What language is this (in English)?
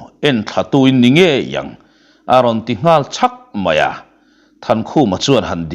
Mizo